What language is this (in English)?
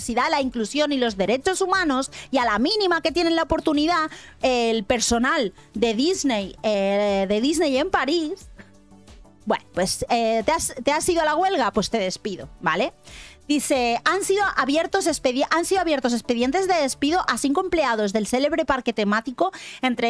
Spanish